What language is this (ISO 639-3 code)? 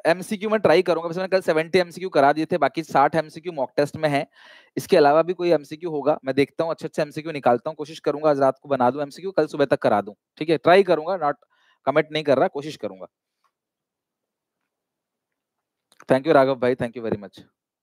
hin